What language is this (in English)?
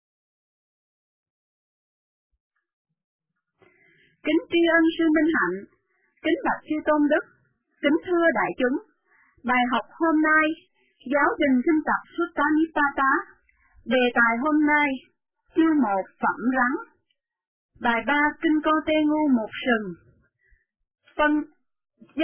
Vietnamese